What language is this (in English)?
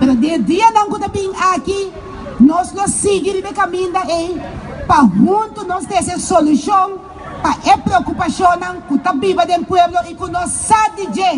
Papiamento